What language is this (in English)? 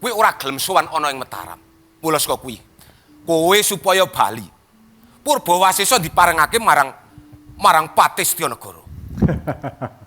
Javanese